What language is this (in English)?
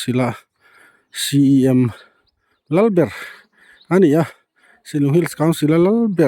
Mizo